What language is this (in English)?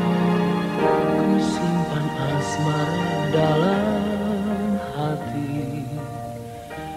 Indonesian